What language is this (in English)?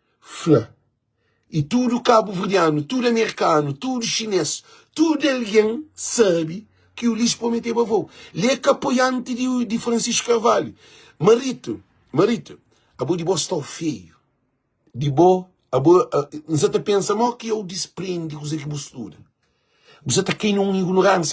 Kabuverdianu